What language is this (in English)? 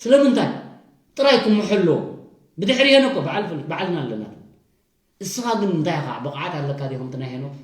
Tigrinya